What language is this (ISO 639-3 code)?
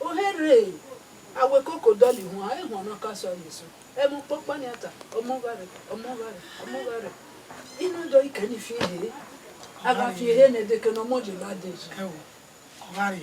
bin